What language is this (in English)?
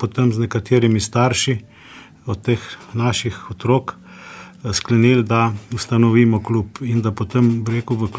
Slovenian